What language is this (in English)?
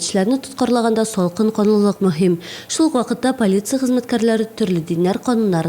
Tatar